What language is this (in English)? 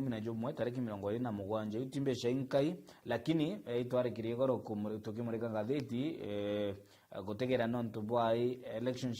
Meru